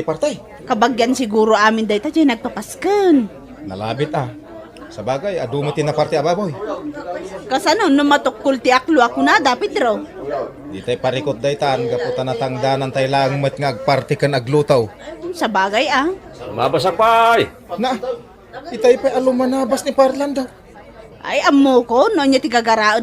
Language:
Iloko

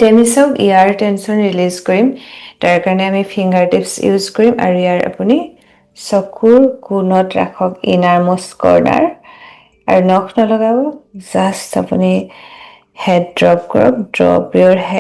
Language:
Assamese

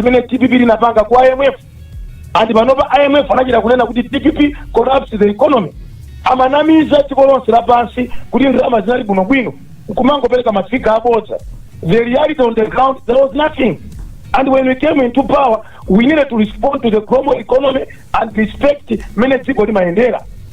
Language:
Nyanja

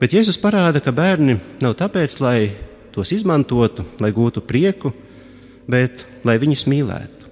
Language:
Latvian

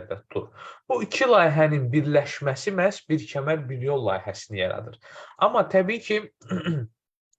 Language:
Azerbaijani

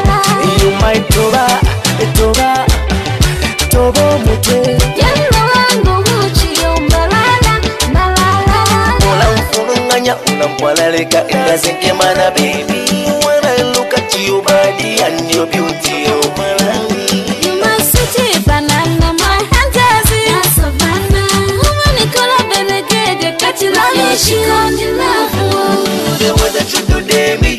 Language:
Swahili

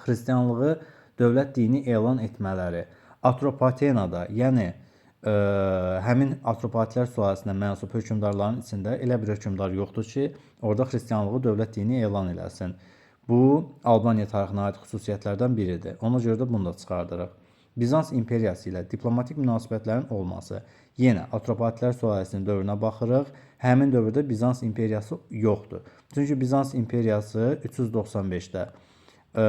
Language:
Azerbaijani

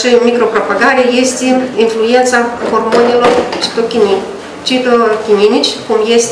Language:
Romanian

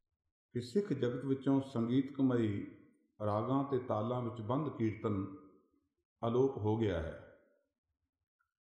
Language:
Punjabi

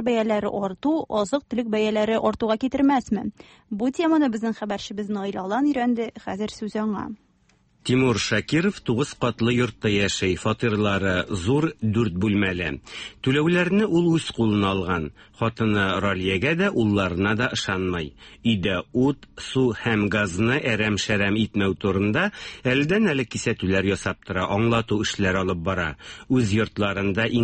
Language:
Tatar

